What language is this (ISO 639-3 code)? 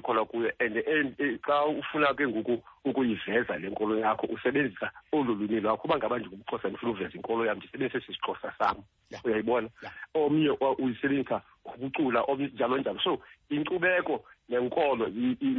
xho